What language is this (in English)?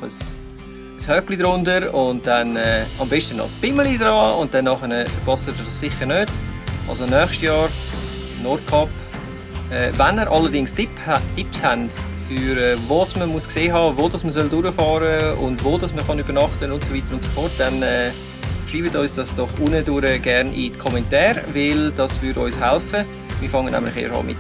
Swiss German